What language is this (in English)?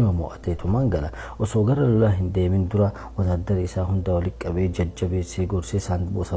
Oromo